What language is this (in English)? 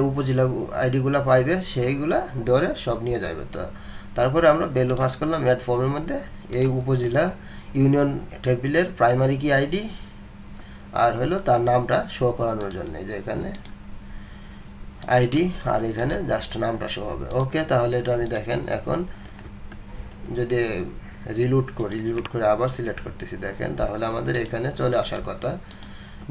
Bangla